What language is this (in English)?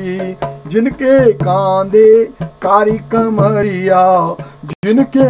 Hindi